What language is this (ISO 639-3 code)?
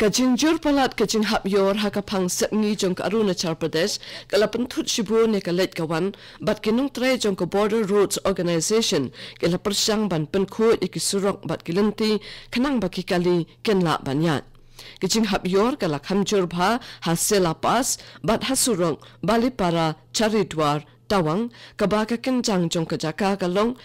kha